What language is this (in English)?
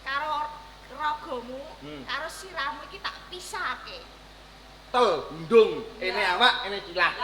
Javanese